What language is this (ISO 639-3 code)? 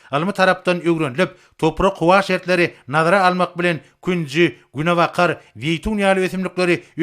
tuk